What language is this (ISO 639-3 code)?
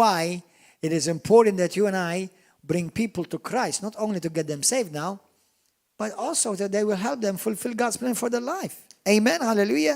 eng